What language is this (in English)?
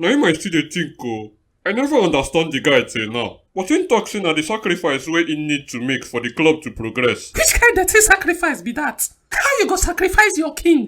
Nigerian Pidgin